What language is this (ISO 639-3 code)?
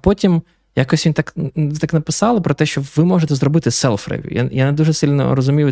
ukr